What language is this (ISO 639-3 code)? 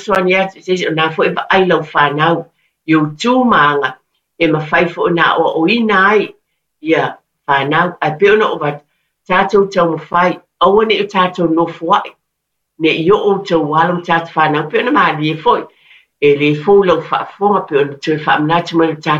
smo